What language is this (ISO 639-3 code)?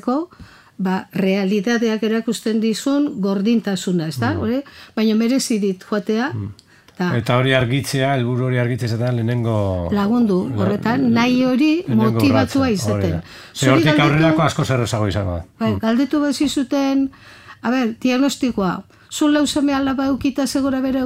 eus